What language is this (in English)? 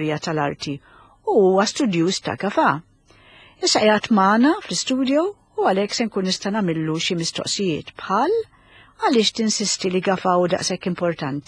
Maltese